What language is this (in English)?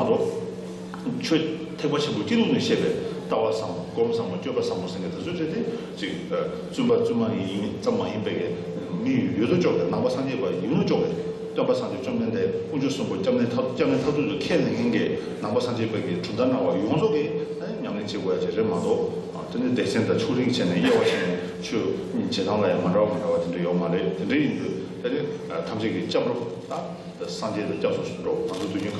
Tibetan